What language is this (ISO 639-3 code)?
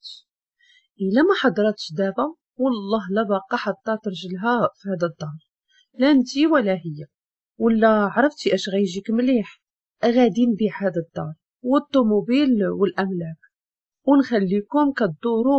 ary